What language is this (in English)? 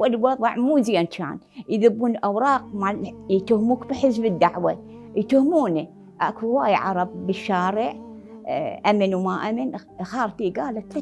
Mesopotamian Arabic